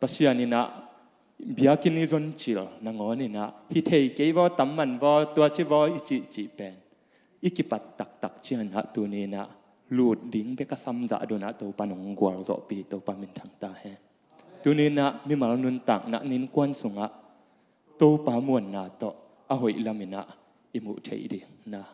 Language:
Tedim Chin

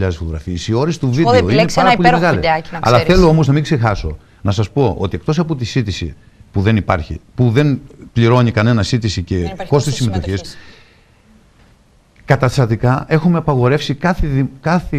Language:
Greek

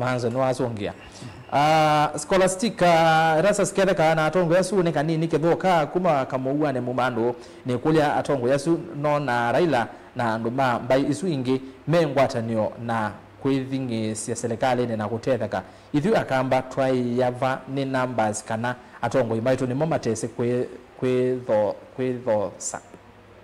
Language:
Kamba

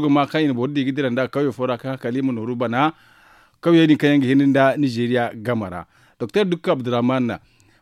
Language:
Zarma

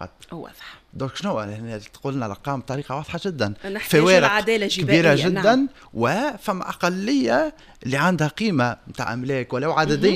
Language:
Tunisian Arabic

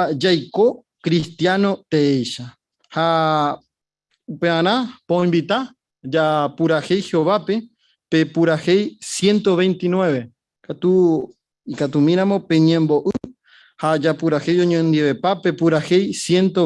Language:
Guarani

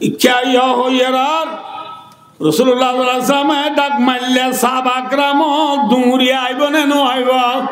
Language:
Rohingya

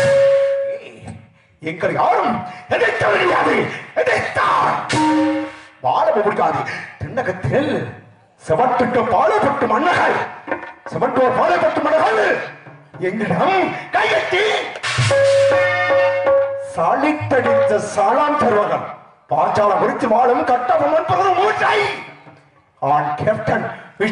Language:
Tamil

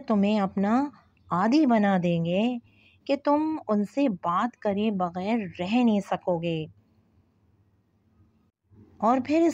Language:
Urdu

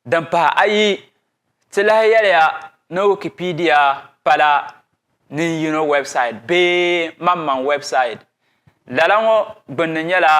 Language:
Dagbani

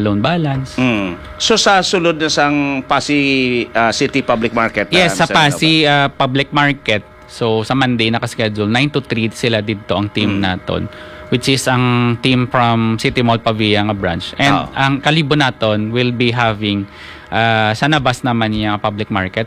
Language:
Hiligaynon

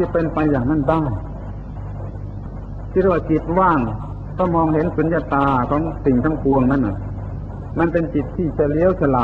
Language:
Thai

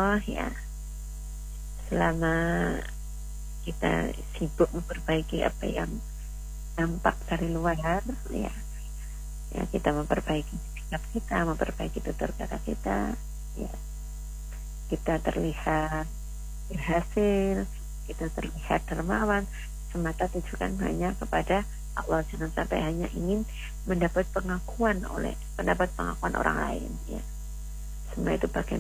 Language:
Indonesian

